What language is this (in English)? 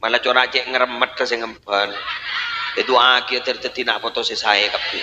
Madurese